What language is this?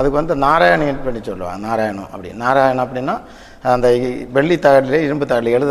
Tamil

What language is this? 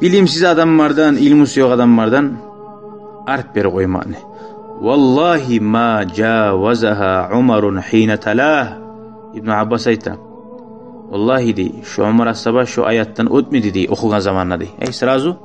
Kumyk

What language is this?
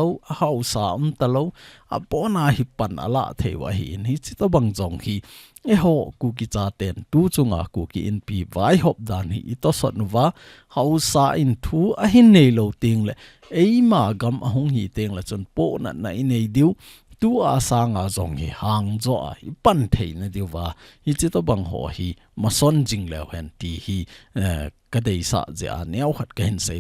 Thado Chin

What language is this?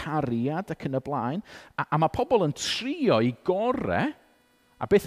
Welsh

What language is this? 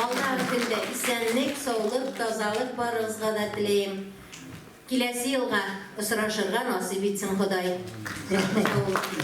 Bashkir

